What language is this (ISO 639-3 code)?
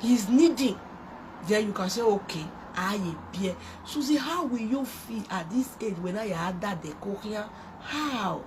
pcm